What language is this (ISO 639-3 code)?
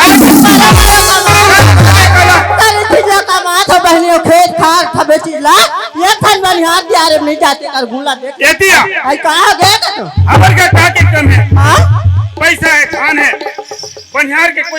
hne